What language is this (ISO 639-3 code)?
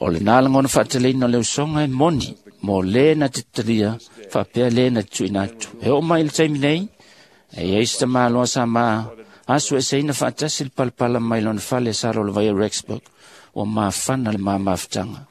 smo